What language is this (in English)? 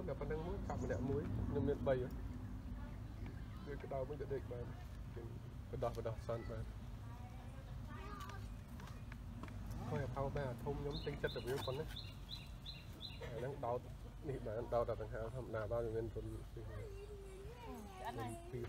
Khmer